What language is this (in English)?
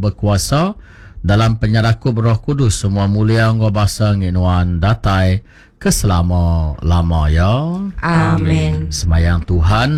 Iban